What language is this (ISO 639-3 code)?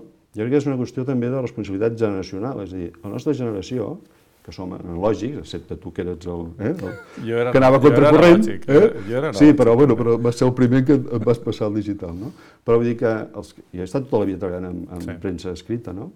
cat